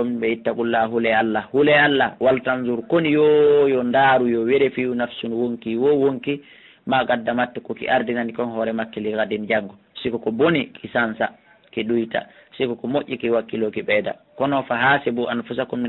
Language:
Pular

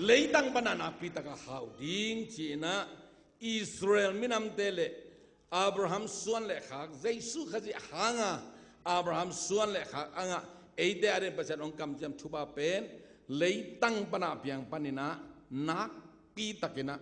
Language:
Tedim Chin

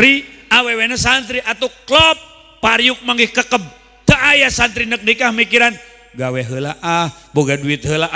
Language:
Sundanese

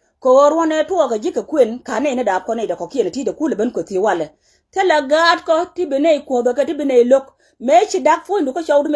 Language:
Nuer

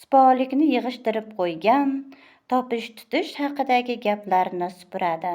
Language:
Uzbek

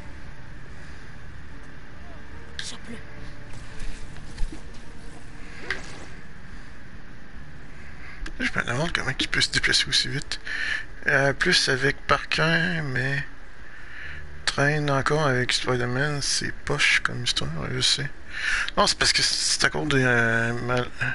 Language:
French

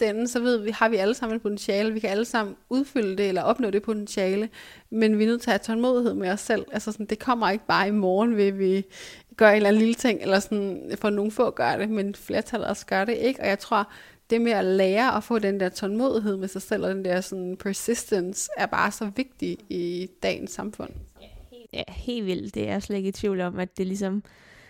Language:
Danish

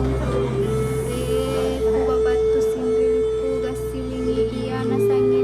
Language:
Makasar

